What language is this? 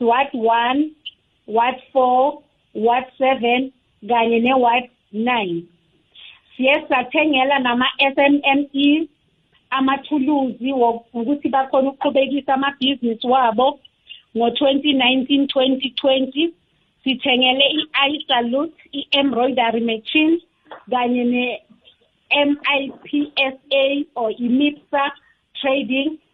South Ndebele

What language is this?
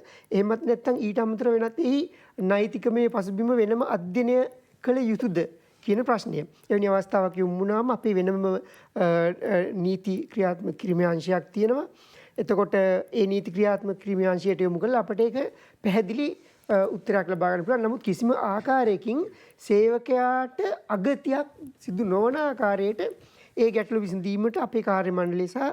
Sinhala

